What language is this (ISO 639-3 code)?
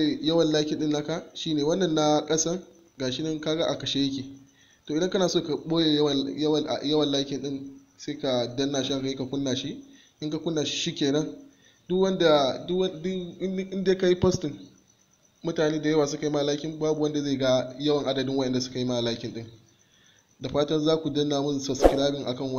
hau